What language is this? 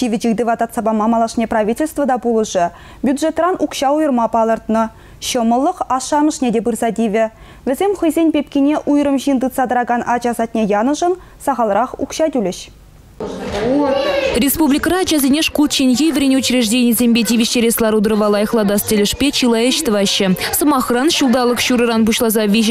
Chuvash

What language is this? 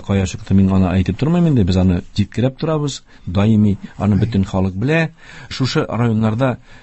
Tatar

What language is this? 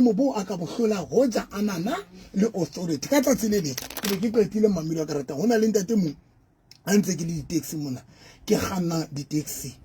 Southern Sotho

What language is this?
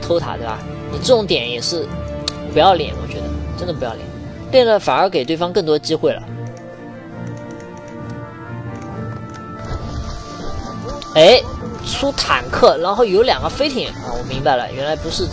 Chinese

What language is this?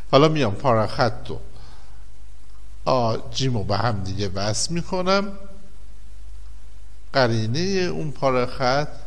Persian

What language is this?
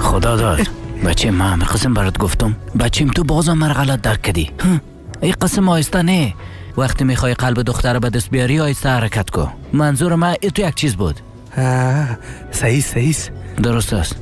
Persian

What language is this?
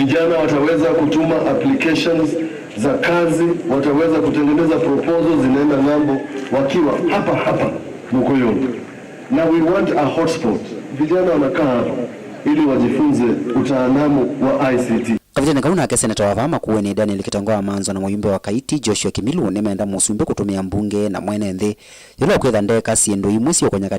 Kamba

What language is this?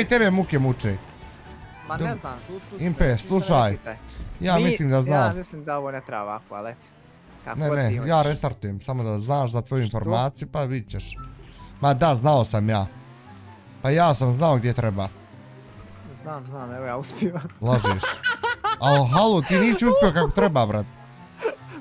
Bosnian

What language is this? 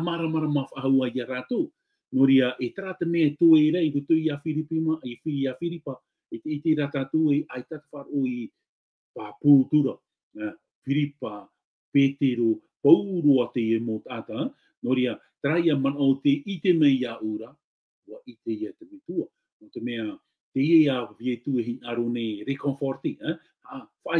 Tahitian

